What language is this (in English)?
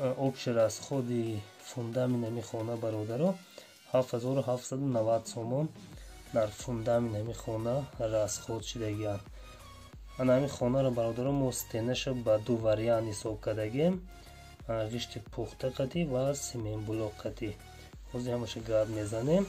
Tajik